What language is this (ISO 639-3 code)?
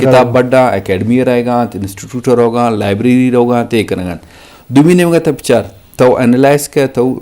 bgp